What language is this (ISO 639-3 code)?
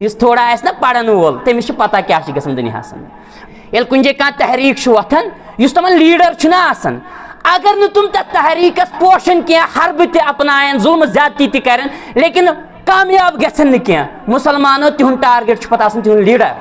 kas